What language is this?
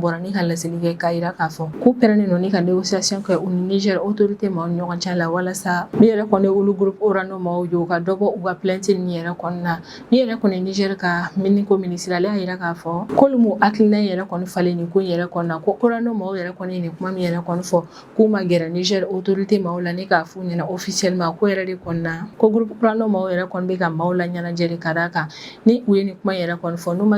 Bambara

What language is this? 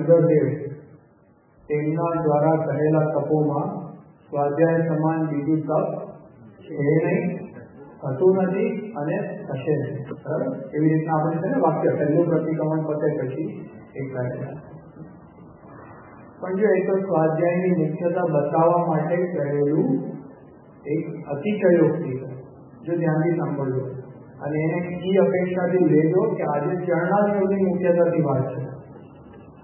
Gujarati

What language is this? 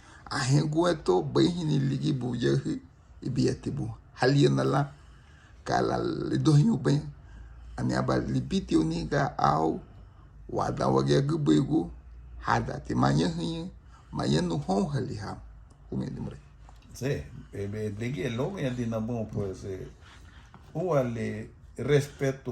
Garifuna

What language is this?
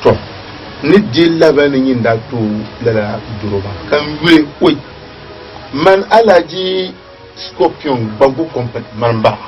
Dagbani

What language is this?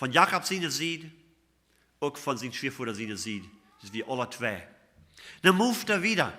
Plautdietsch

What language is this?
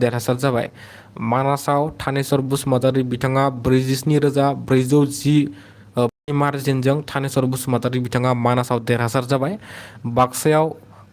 Bodo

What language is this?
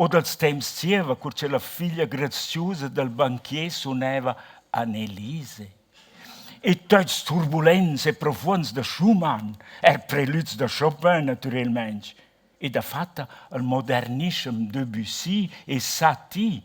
Romansh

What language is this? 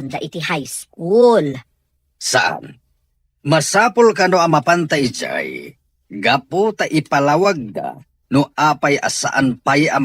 Iloko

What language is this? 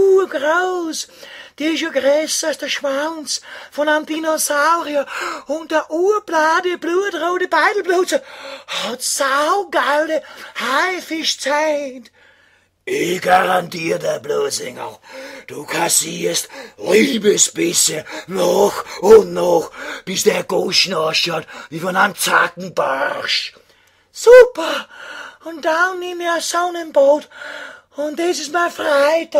Bavarian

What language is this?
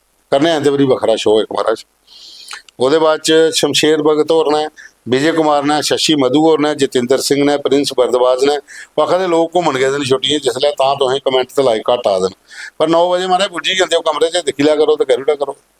Dogri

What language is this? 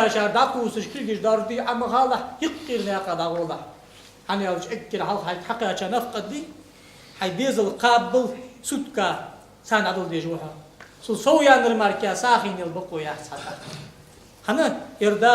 Ingush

